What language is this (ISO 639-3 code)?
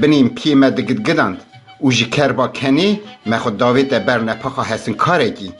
kur